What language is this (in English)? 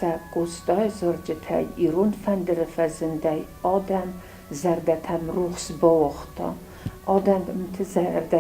Ossetic